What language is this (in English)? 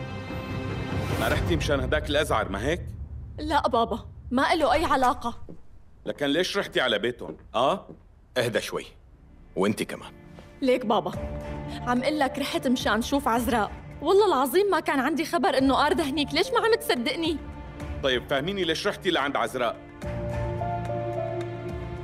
North Levantine Arabic